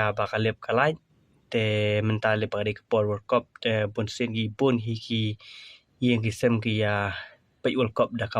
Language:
Khasi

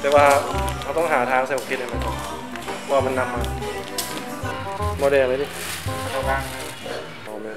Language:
Lao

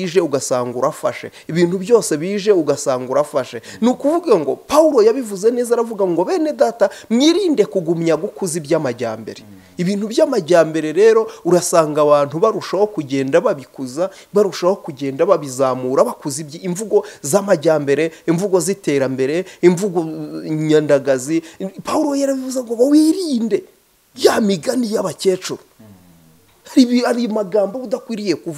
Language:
Kinyarwanda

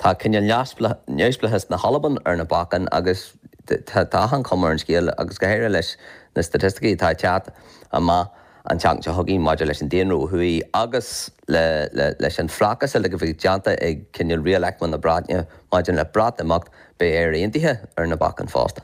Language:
Irish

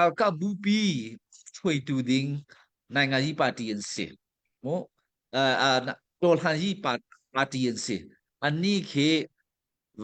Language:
Hakha Chin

